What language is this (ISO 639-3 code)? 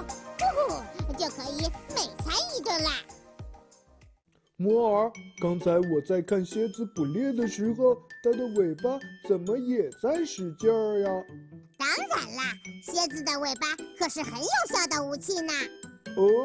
zho